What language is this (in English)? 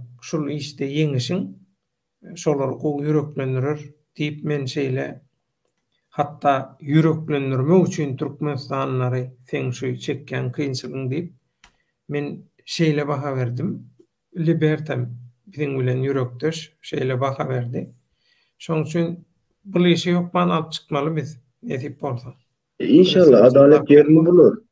Turkmen